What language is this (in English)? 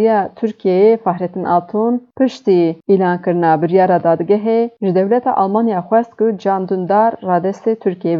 Kurdish